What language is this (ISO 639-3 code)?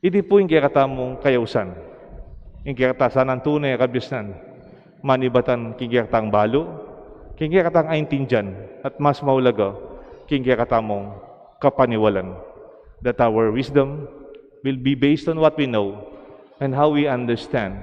pam